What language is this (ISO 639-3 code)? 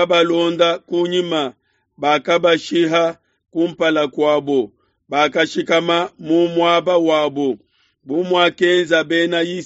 lua